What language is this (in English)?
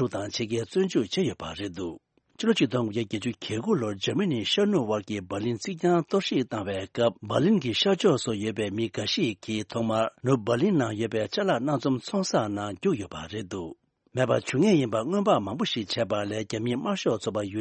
Tibetan